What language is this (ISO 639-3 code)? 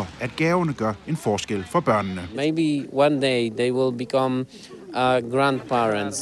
dan